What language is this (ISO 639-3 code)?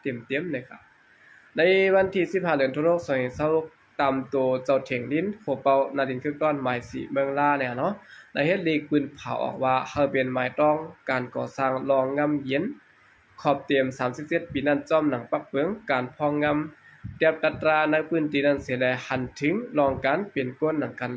shn